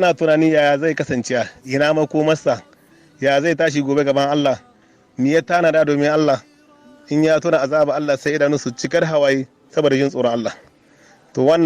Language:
Hausa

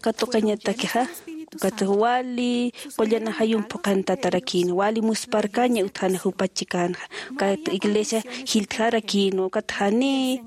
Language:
Aymara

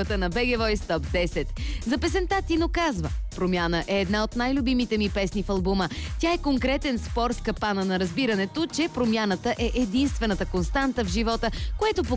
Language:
Bulgarian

